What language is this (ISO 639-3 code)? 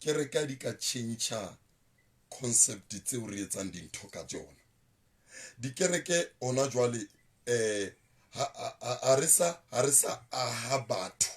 sot